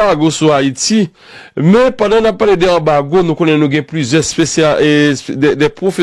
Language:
Haitian Creole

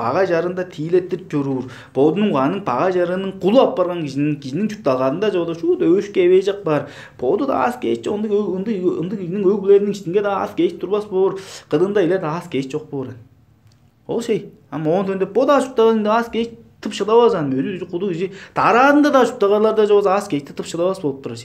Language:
Tuvinian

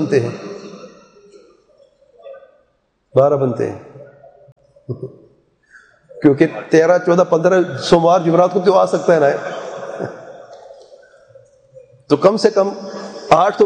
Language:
Urdu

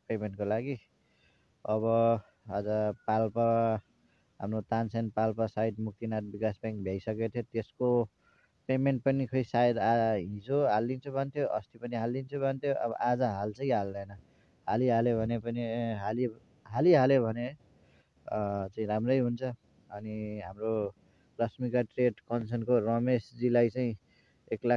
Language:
Nepali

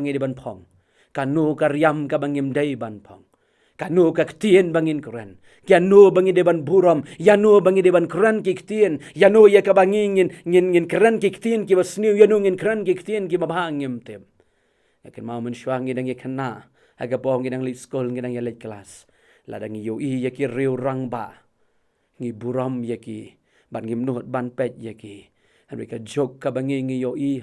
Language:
Khasi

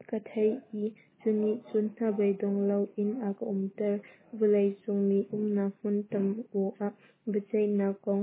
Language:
Hakha Chin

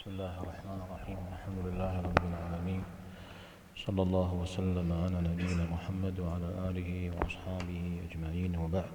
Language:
Kabardian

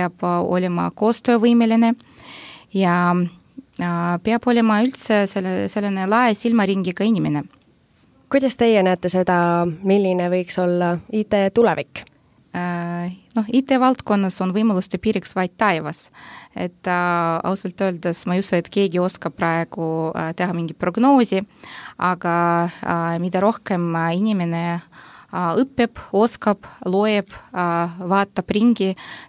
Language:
Estonian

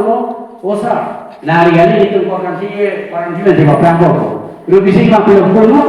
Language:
Karbi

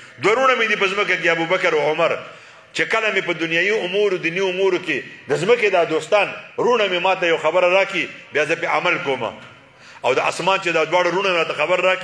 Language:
Pashto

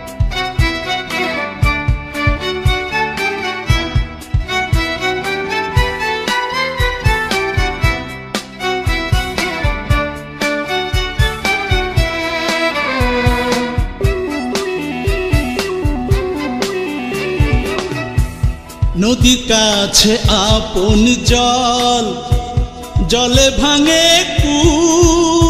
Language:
Bangla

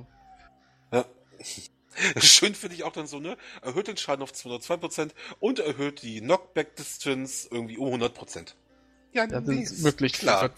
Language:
German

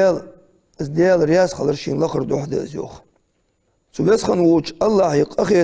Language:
Ingush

